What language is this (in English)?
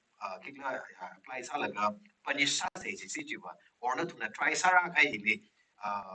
Tangkhul Naga (India)